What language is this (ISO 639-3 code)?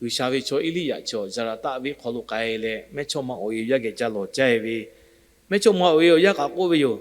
lhu